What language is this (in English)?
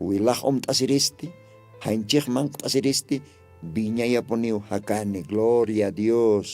Aymara